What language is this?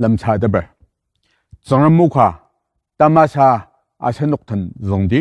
Ao Naga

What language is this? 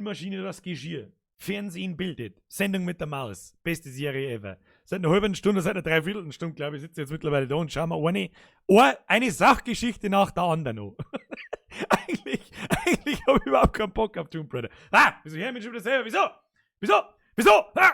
Bavarian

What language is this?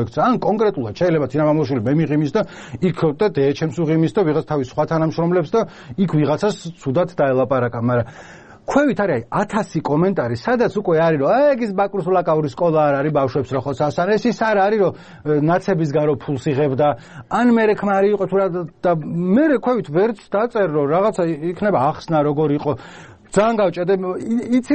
Georgian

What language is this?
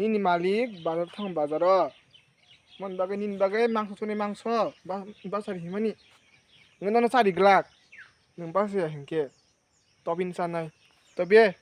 Kok Borok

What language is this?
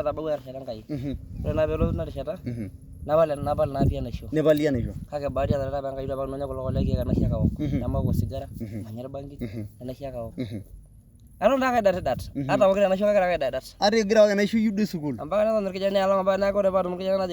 Masai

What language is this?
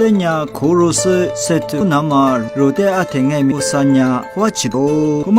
Lisu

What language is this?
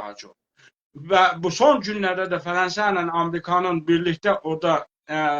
South Azerbaijani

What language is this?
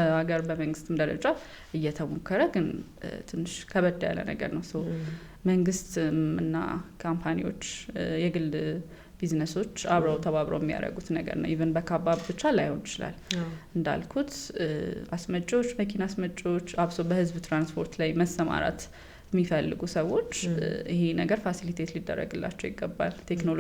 Amharic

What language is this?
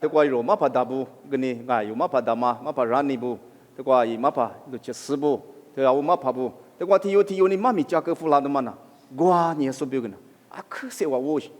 Lisu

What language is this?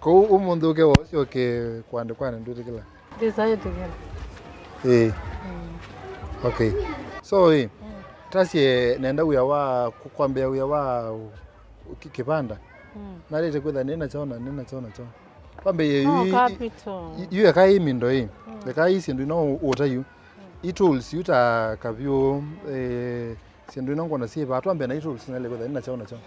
Kamba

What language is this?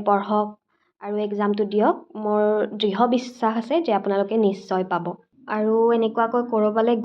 Assamese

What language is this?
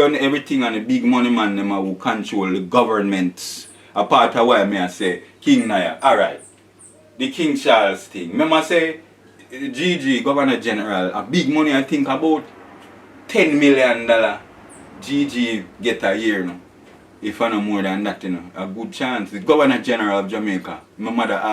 Jamaican Creole English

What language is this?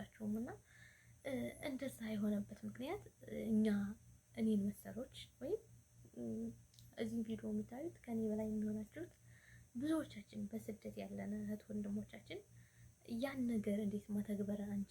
Amharic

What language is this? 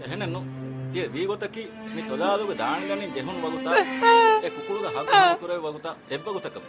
Divehi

